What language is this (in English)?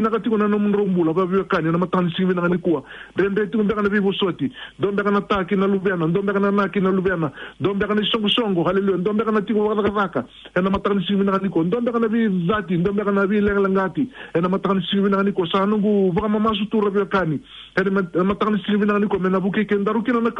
Fijian